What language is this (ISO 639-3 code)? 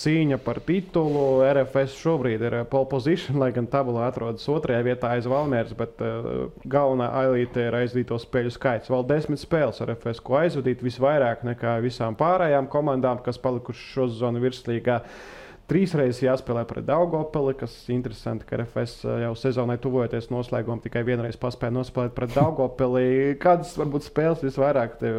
lav